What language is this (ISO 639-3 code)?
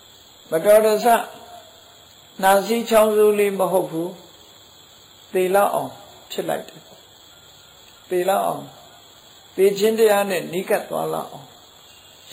mya